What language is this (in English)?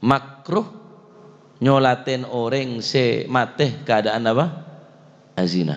Madurese